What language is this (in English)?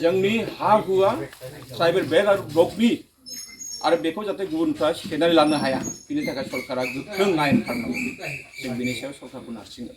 Bodo